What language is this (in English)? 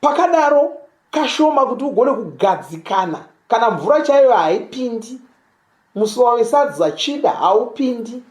Shona